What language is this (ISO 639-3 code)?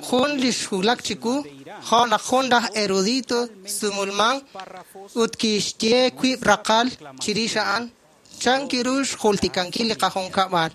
kek